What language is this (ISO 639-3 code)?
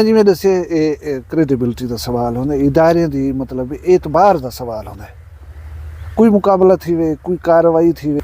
skr